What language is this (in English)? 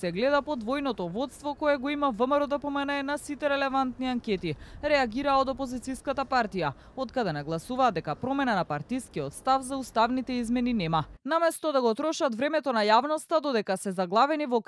Macedonian